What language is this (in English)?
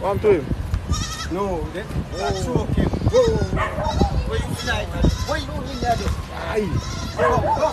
Jamaican Creole English